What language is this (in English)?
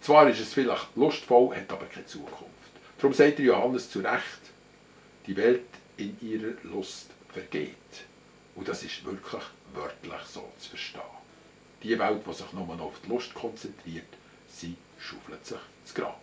Swiss German